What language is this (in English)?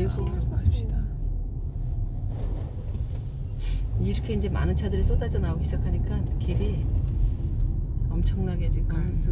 Korean